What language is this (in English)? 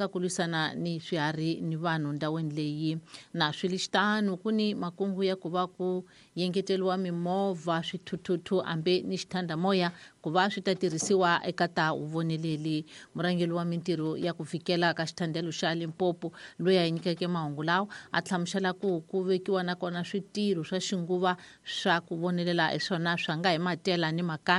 Tsonga